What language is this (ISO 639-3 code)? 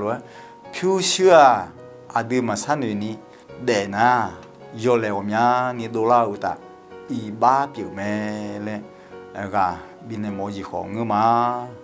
ahk